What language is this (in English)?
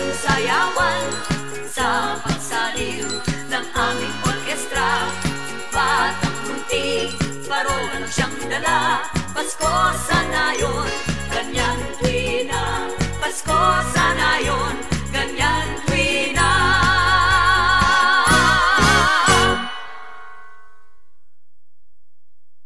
Filipino